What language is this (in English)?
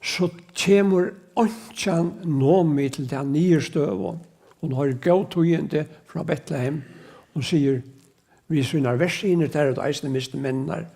Faroese